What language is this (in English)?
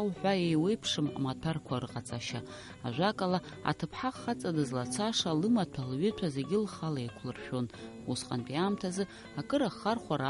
Abkhazian